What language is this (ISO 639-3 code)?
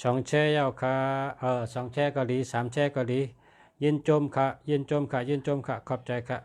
shn